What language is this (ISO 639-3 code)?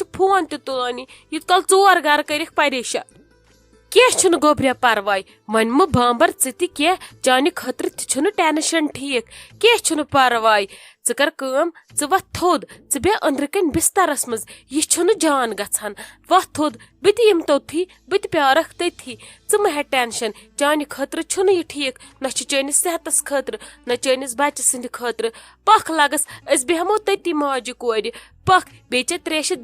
kas